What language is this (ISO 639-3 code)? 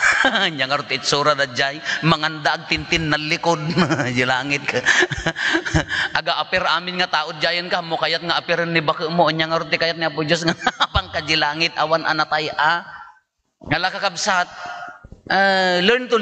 ilo